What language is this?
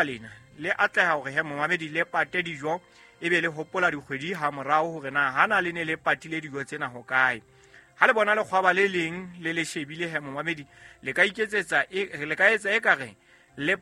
Southern Sotho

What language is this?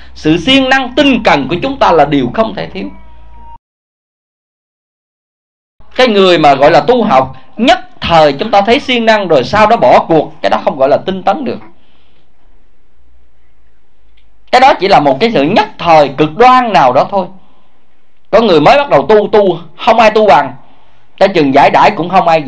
Vietnamese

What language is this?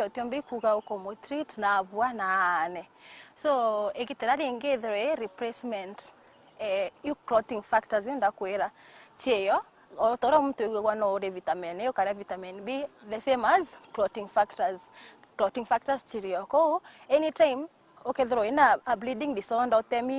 Meru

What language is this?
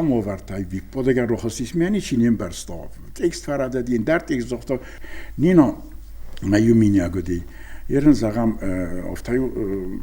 Ossetic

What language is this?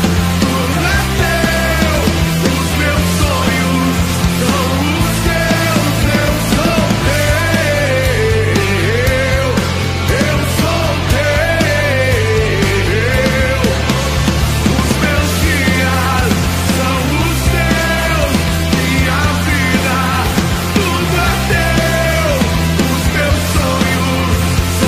Portuguese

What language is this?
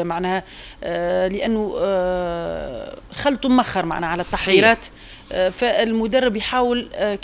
Tunisian Arabic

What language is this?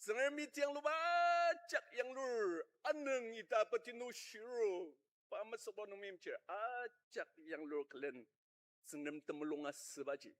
Ao Naga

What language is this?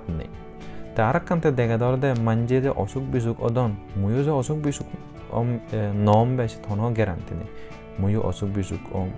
Chakma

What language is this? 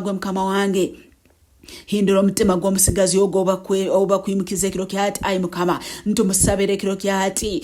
Nyankole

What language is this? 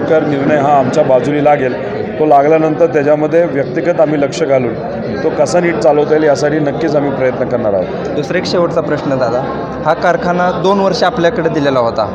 Marathi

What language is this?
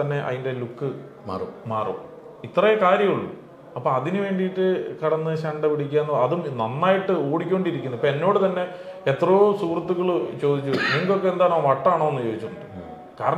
Malayalam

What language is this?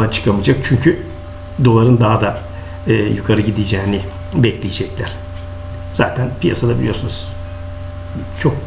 Turkish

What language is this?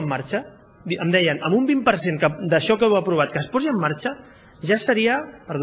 Catalan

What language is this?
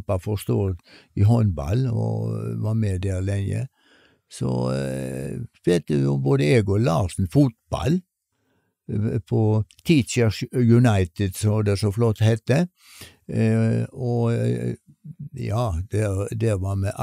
Norwegian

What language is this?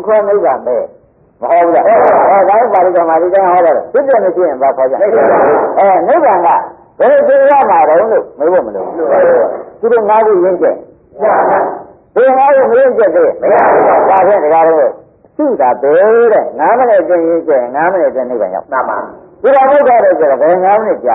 Burmese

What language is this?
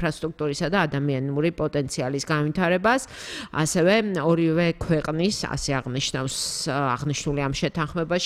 Georgian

